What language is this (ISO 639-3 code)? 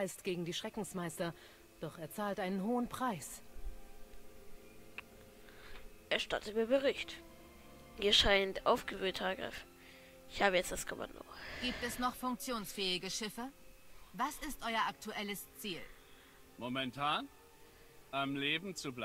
deu